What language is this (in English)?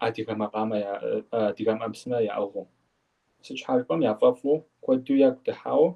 Kabardian